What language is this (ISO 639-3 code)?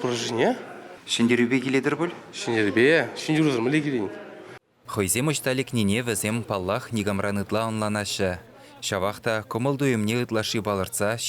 chv